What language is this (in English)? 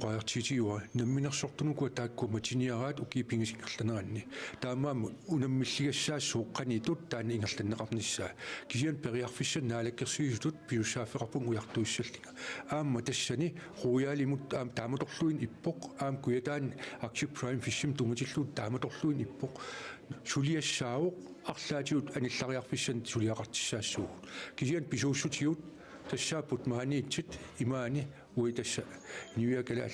Kalaallisut